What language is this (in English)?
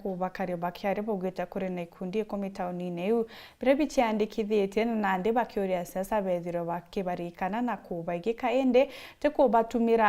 Meru